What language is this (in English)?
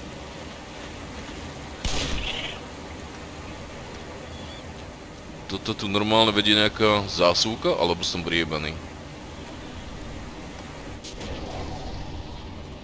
Slovak